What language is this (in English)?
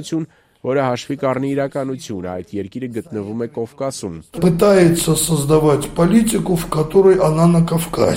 Armenian